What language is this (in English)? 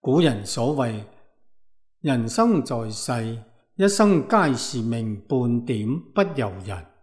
Cantonese